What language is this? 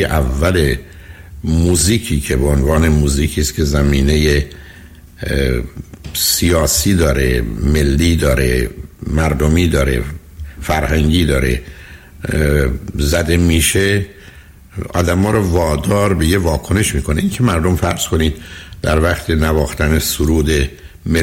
Persian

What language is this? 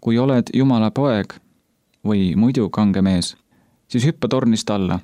Estonian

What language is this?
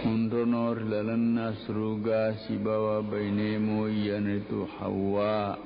Buginese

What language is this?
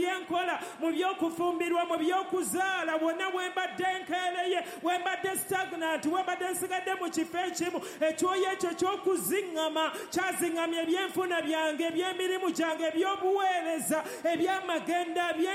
Ganda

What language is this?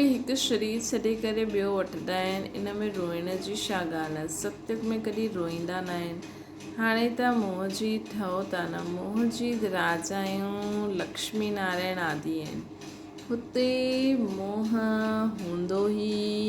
Sindhi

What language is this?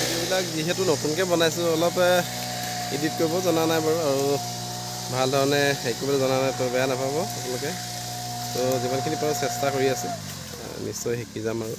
Assamese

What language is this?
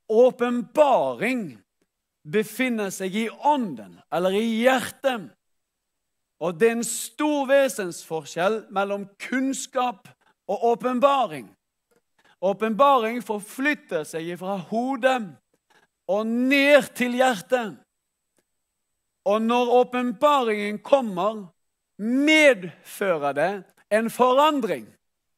Norwegian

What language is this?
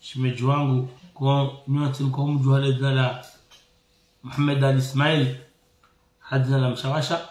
Ngazidja Comorian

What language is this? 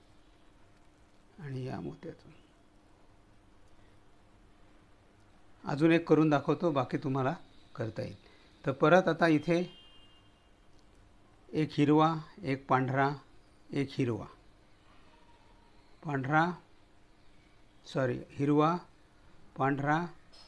Marathi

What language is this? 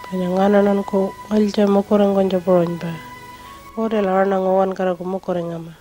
Pitjantjatjara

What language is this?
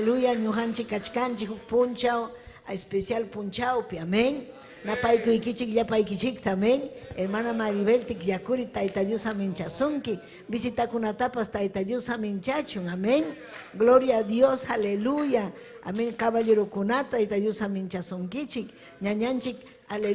Ayacucho Quechua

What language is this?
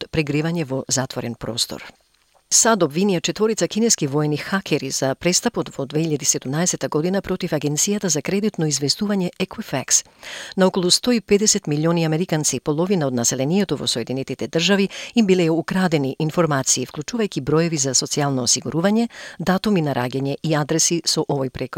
Macedonian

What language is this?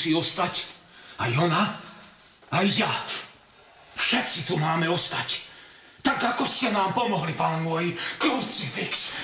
Slovak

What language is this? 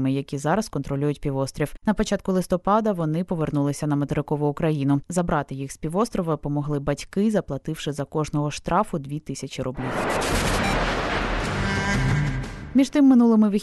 Ukrainian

